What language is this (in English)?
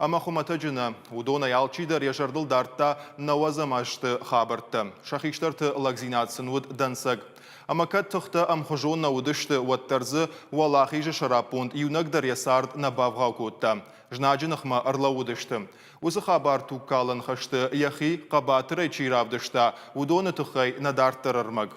Ossetic